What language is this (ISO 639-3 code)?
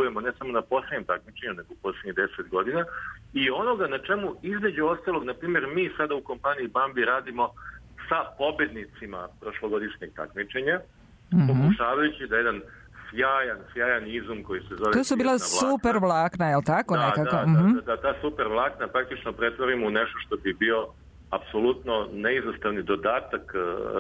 srp